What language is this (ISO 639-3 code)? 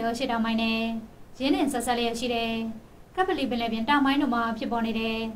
mya